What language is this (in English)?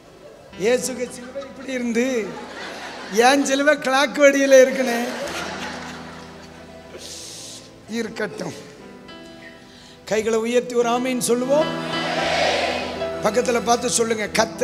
Tamil